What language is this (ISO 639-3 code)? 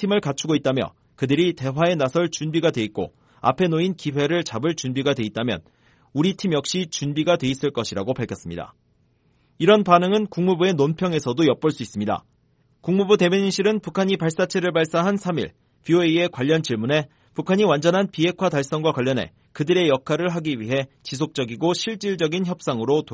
kor